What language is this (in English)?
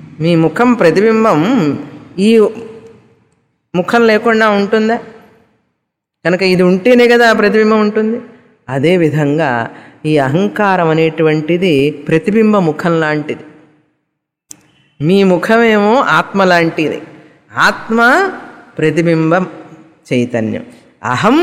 Telugu